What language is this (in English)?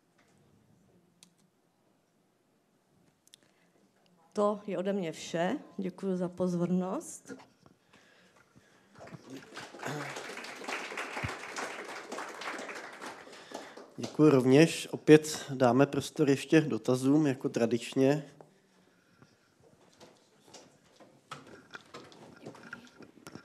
Czech